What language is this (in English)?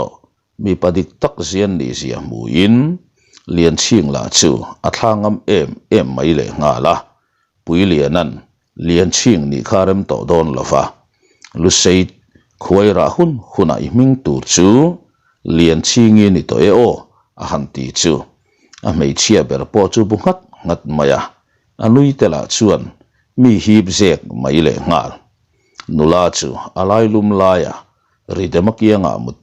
Mizo